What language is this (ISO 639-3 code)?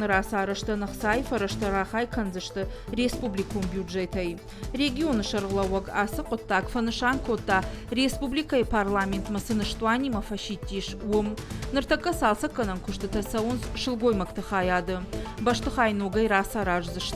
oss